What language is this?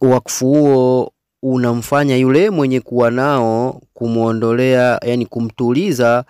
Swahili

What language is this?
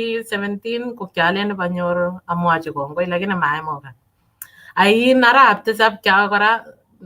Kalenjin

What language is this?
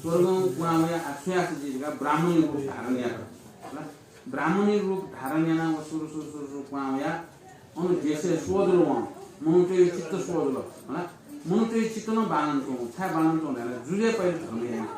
Newari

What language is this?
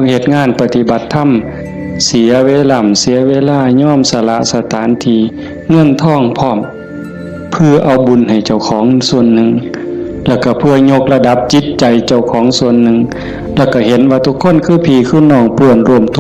Northeastern Thai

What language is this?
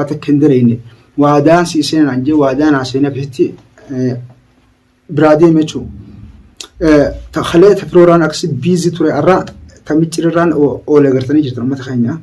Oromo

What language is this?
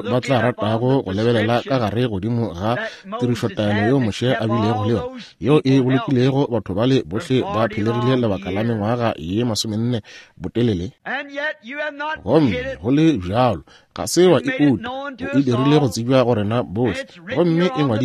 Northern Sotho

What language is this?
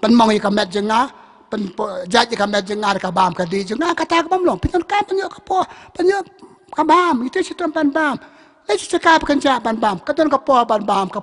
Khasi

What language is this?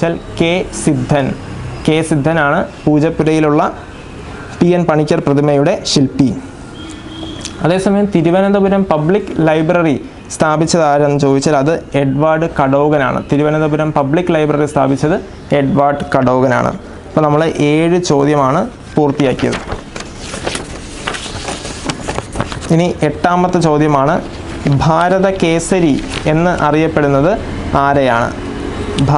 Malayalam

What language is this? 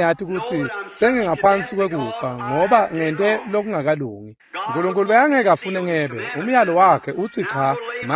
Swati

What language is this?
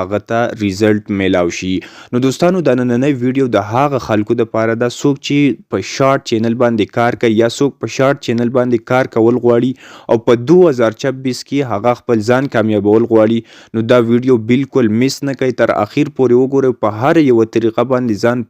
Pashto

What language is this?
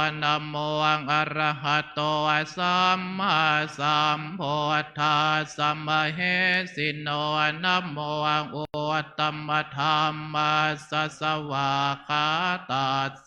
Pali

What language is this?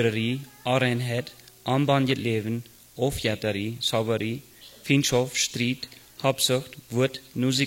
Plautdietsch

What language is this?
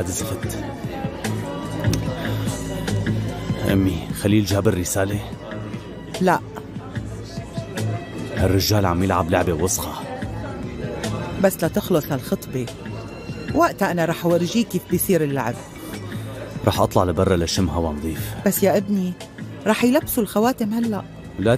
North Levantine Arabic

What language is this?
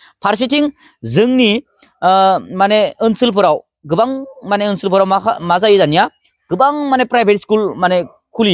Bodo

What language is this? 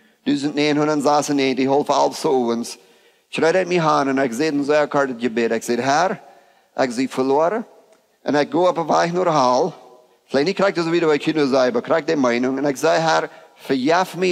Plautdietsch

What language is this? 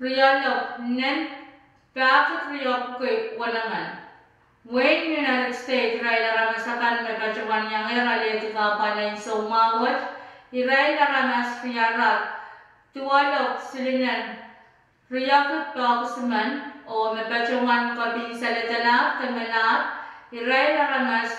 Pohnpeian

